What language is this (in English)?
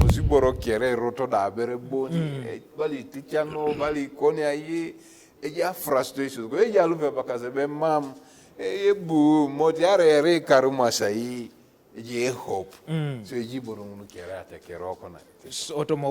Teso